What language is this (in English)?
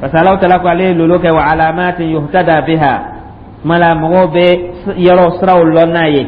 Dyula